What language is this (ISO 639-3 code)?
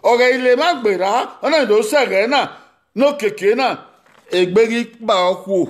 bin